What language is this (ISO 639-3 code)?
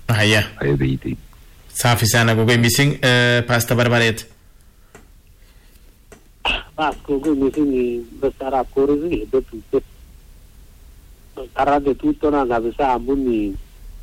swa